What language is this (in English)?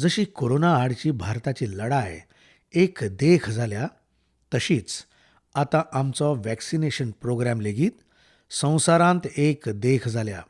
Konkani